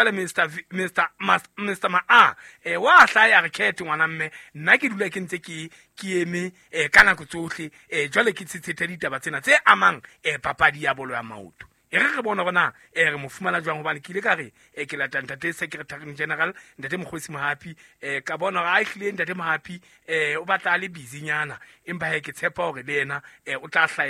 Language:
Southern Sotho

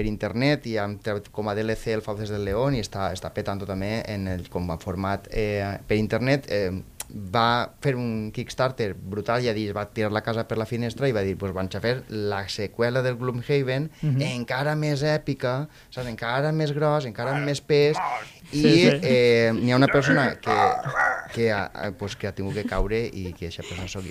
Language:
Catalan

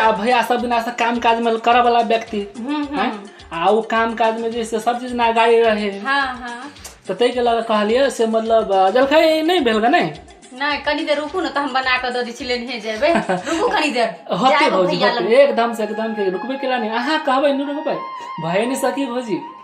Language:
Maithili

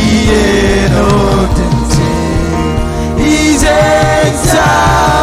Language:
Marshallese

